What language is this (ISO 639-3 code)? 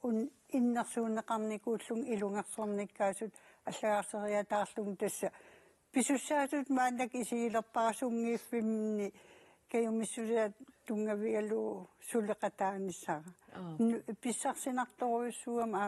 kal